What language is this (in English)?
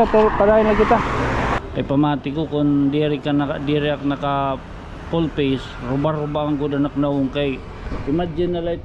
Waray